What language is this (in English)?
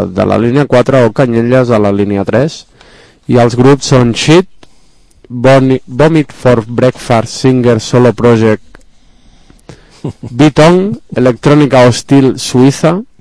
Catalan